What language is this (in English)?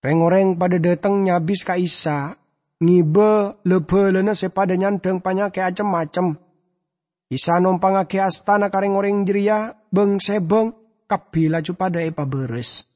Madurese